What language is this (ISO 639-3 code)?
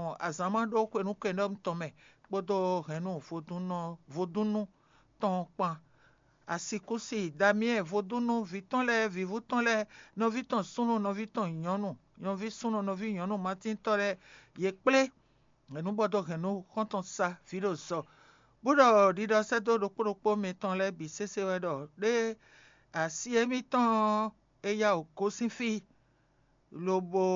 fon